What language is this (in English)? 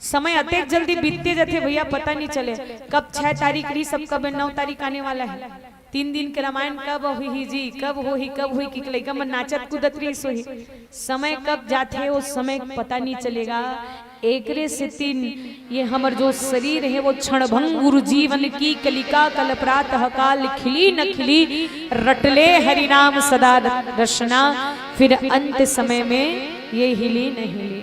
Chhattisgarhi